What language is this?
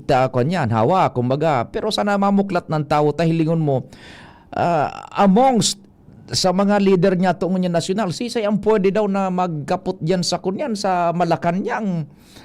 Bikol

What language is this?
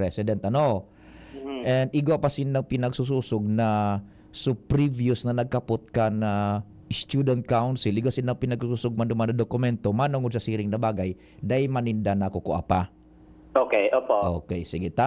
Bikol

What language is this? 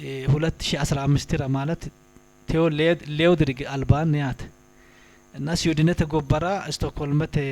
Sidamo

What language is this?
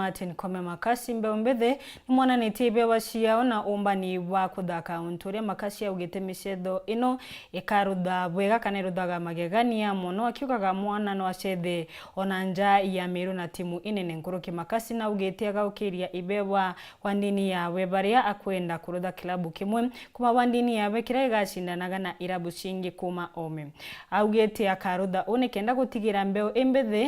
Meru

